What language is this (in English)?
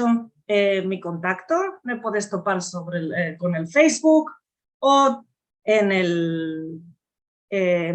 Ladino